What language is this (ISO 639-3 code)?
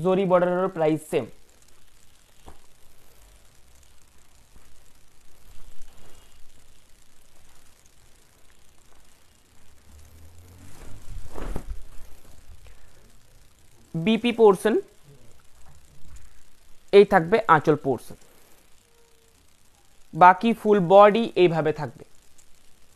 ben